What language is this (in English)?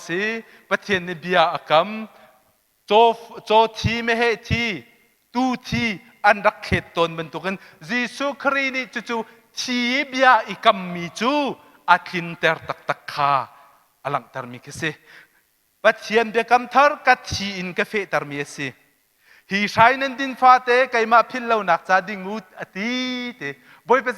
Hakha Chin